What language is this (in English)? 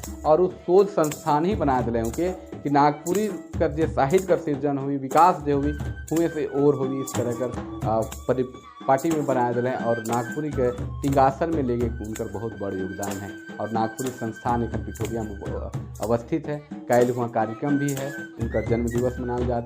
Sadri